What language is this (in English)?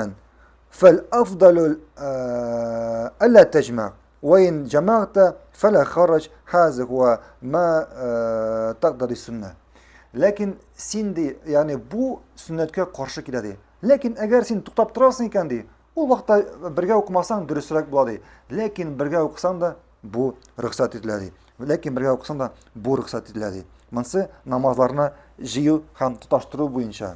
Tatar